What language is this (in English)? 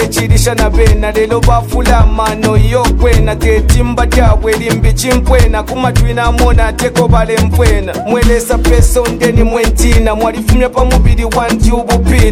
Bemba